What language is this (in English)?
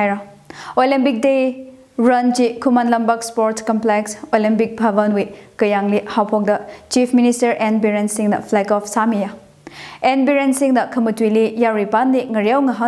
Tangkhul Naga (India)